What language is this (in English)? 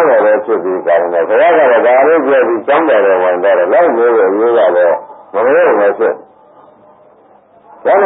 Burmese